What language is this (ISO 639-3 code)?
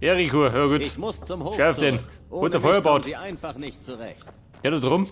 bar